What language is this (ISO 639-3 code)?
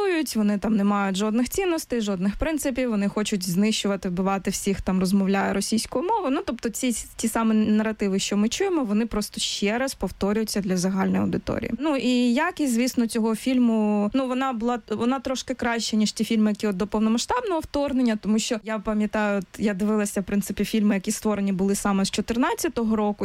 ukr